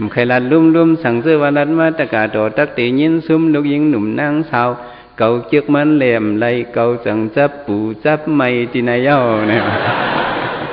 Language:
Shan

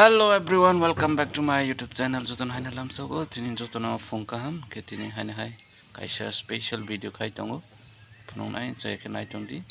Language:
Kok Borok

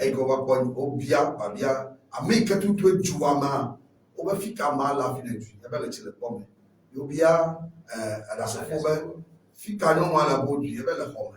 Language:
Ewe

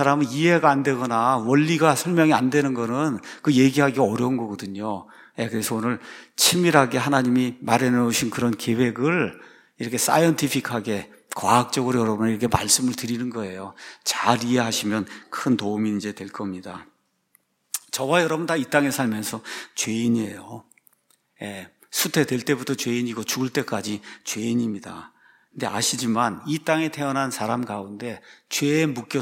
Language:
Korean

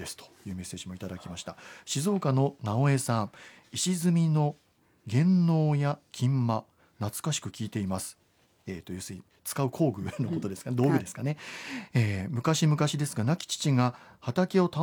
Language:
Japanese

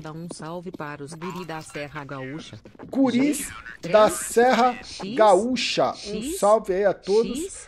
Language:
Portuguese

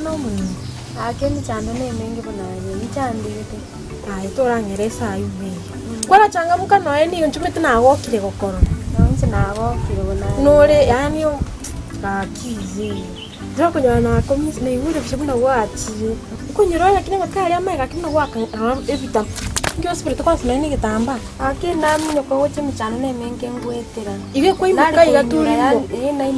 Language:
Gusii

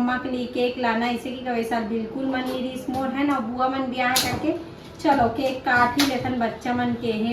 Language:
Chhattisgarhi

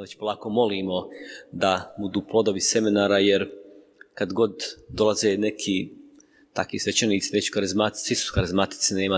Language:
Croatian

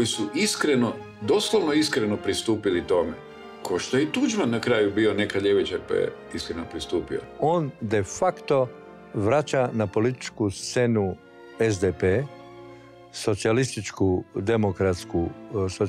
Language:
Croatian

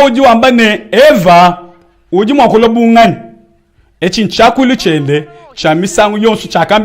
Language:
Luba-Lulua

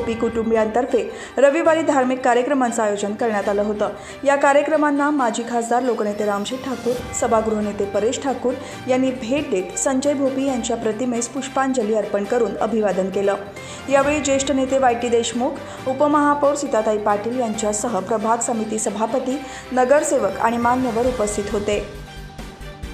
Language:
Marathi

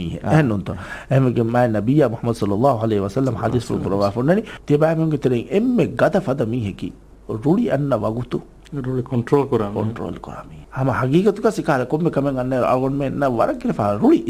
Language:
Divehi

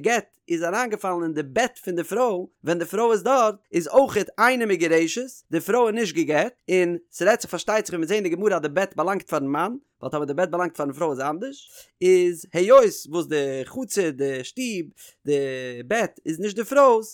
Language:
Yiddish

